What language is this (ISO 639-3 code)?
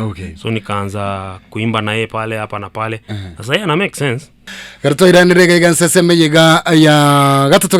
guz